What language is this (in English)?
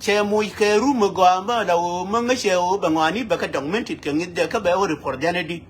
Nuer